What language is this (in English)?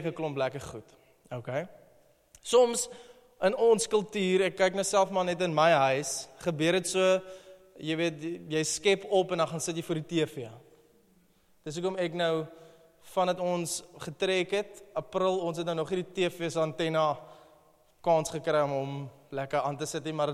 Afrikaans